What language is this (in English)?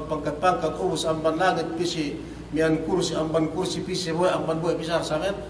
Yakan